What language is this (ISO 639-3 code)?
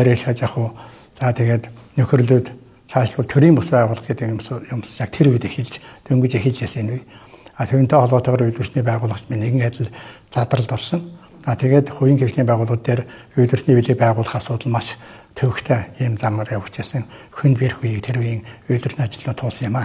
mon